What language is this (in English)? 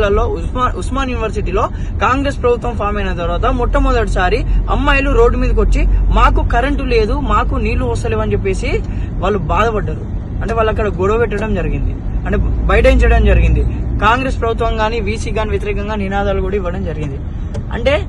Telugu